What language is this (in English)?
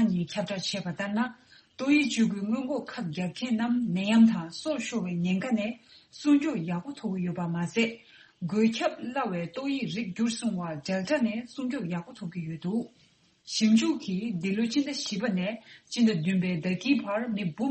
Tibetan